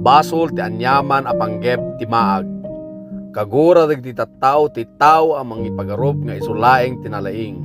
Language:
Iloko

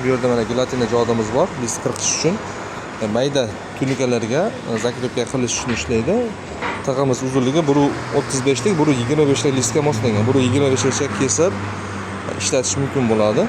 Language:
Uzbek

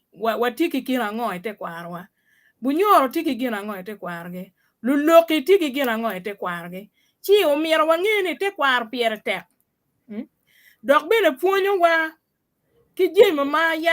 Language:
Acoli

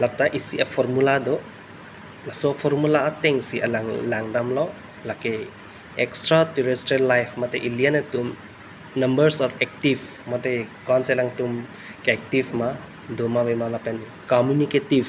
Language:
Karbi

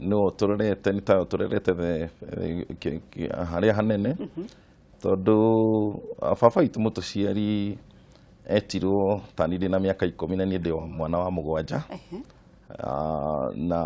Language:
Kikuyu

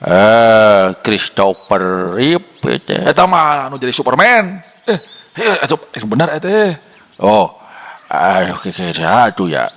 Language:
Sundanese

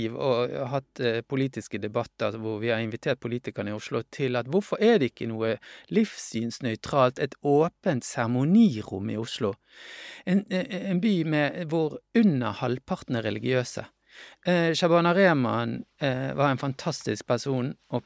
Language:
Norwegian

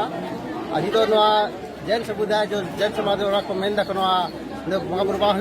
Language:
Santali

